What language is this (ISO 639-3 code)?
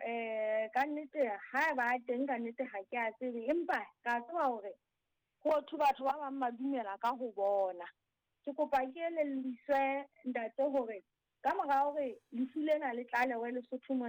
sot